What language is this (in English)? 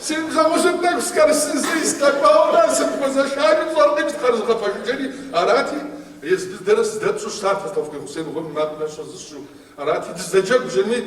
Kabardian